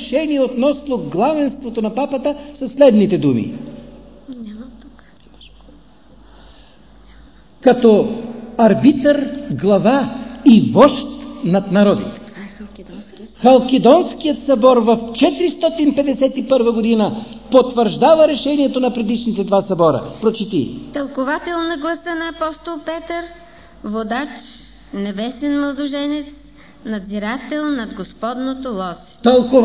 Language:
Bulgarian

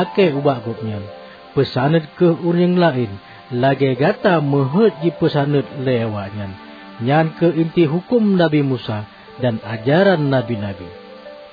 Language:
Achinese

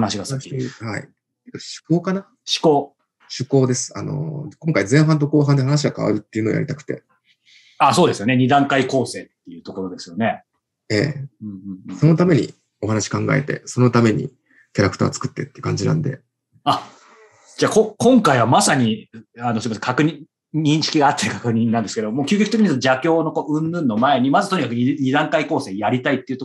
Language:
Japanese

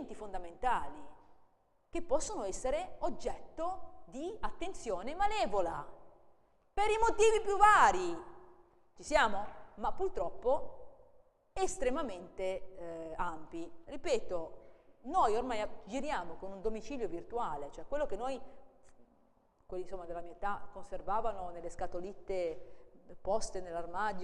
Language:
Italian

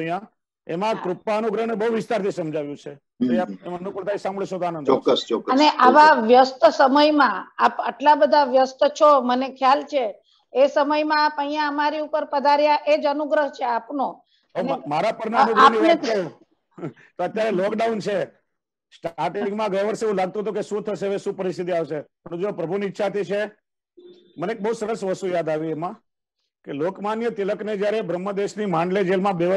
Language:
Gujarati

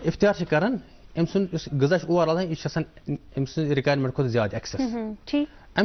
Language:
Kashmiri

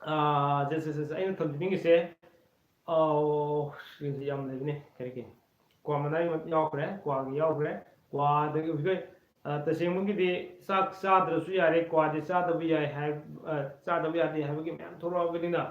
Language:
Manipuri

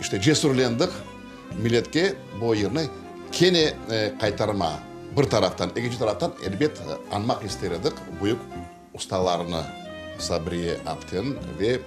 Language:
Crimean Tatar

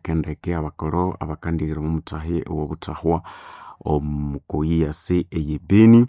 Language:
Nande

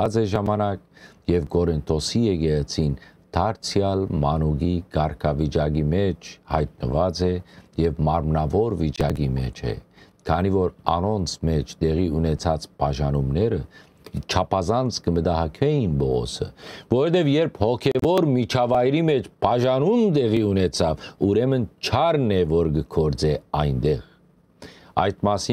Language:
Western Armenian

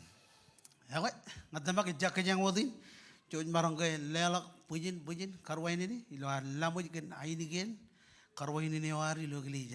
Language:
Marshallese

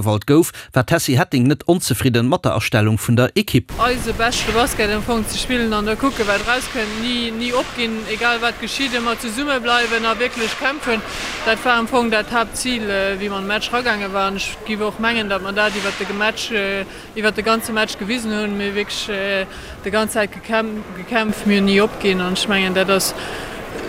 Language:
Luxembourgish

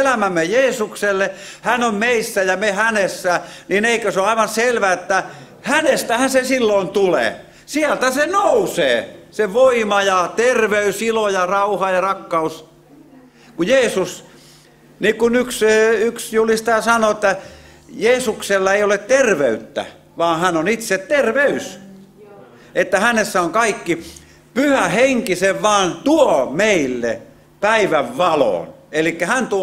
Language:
Finnish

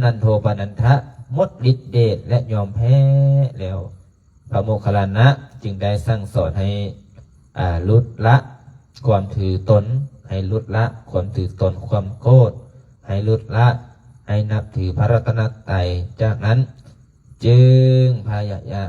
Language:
Lao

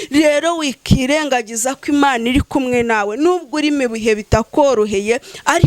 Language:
Kinyarwanda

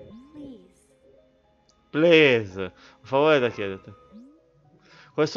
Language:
Italian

